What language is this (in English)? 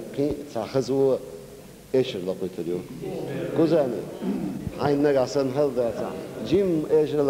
Chechen